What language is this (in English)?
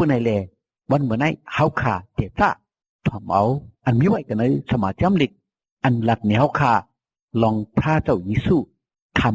Shan